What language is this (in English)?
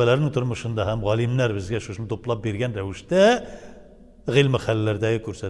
Tatar